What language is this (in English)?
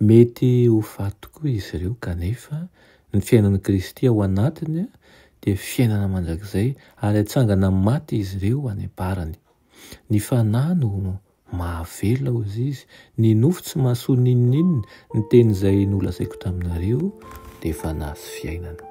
Malagasy